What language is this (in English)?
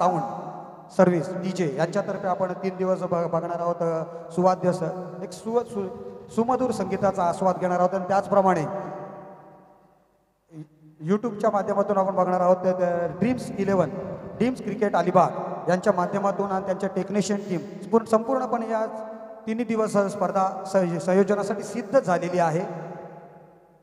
Marathi